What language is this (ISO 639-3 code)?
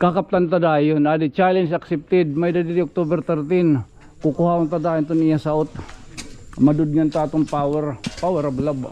war